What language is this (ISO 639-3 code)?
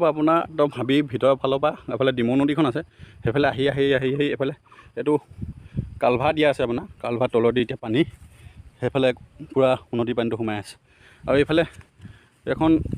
asm